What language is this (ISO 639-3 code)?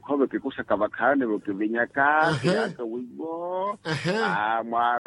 vmw